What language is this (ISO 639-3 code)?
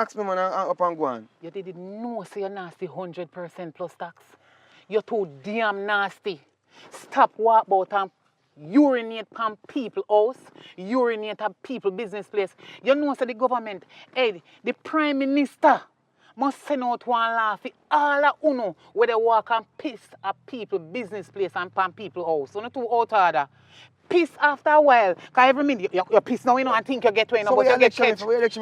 jam